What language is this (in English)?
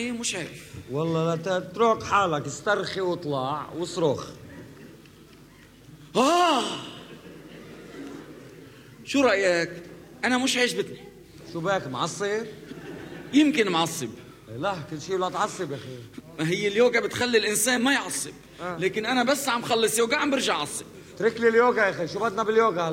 North Levantine Arabic